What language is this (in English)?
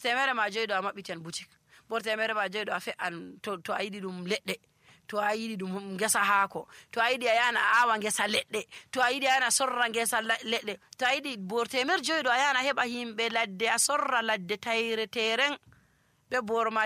Nigerian Fulfulde